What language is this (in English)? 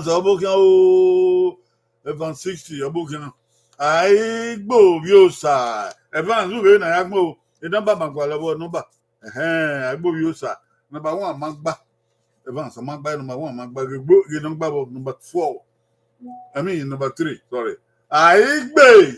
Bini